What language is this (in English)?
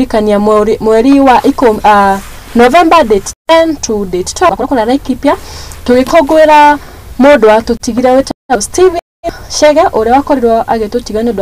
Kikuyu